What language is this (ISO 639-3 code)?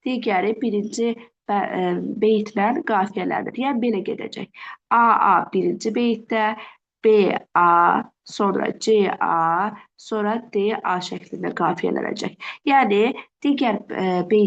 aze